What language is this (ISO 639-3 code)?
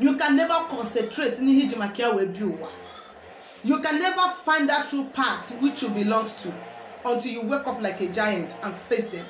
ibo